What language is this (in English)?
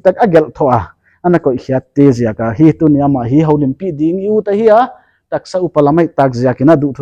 Paite Chin